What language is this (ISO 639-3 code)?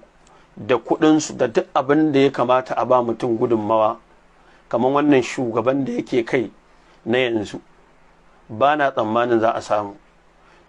hau